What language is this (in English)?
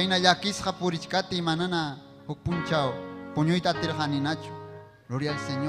Ayacucho Quechua